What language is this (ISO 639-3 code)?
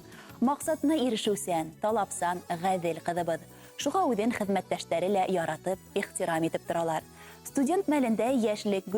bak